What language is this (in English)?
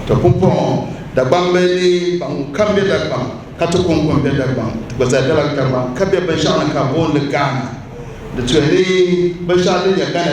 Dagbani